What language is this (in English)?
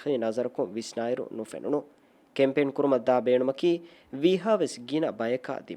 Divehi